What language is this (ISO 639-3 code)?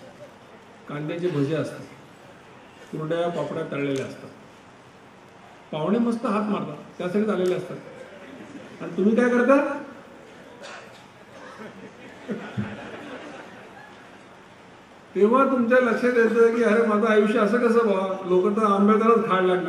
mar